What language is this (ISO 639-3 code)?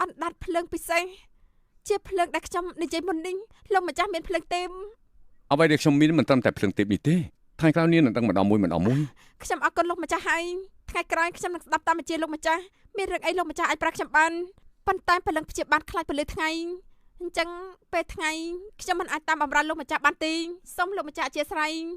khm